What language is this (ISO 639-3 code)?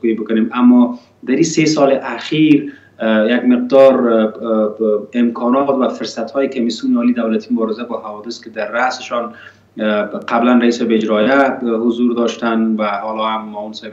fas